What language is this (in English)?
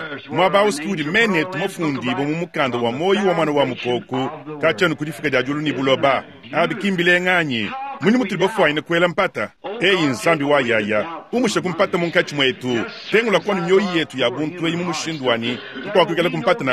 Luba-Lulua